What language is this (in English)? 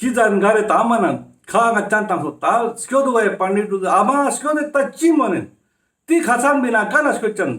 Ladakhi